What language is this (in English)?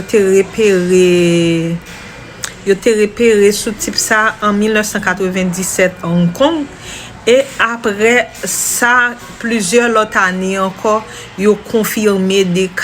Haitian Creole